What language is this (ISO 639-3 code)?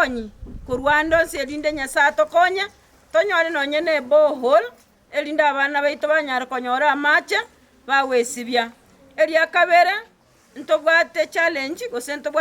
guz